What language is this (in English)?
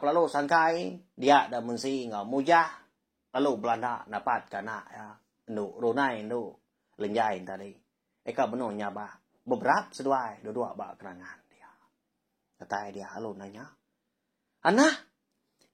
Iban